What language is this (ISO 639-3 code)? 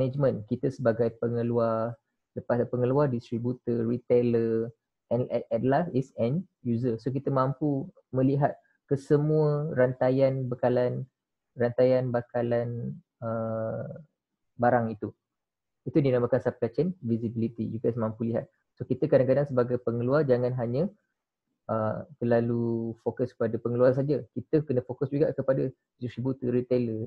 msa